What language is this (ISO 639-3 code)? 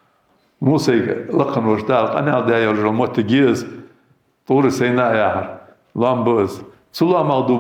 inh